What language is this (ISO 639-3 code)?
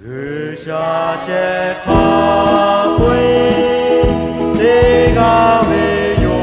lhu